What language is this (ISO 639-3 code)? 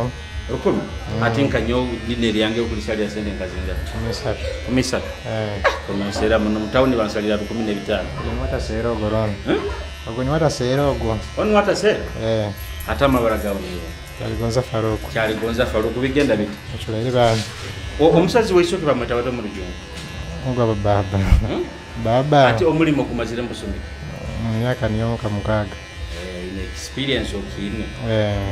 nyo